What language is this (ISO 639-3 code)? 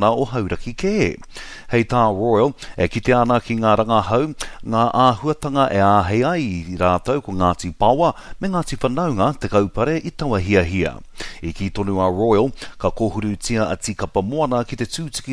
mri